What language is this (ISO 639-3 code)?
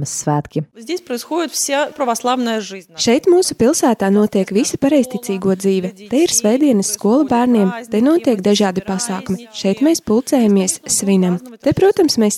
lav